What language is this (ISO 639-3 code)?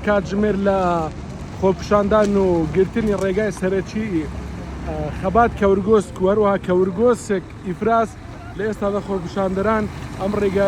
ckb